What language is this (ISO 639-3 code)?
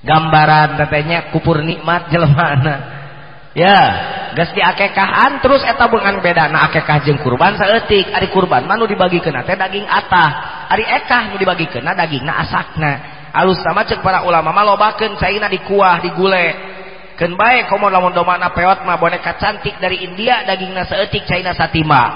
sun